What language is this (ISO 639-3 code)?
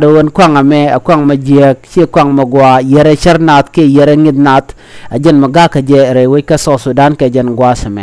nus